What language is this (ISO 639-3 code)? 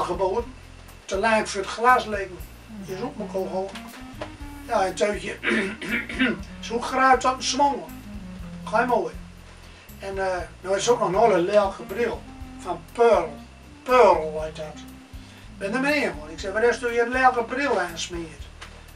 gos